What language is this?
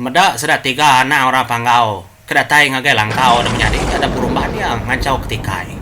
Iban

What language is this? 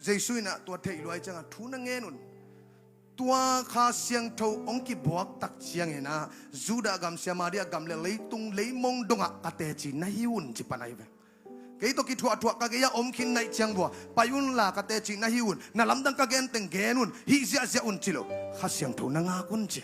Tedim Chin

